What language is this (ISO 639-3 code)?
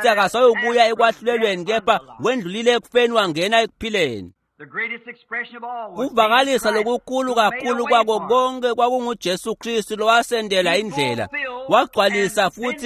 ssw